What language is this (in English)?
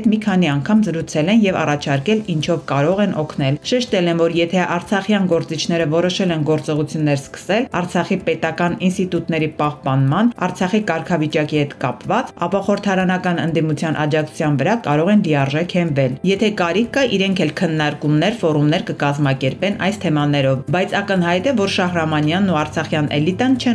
Armenian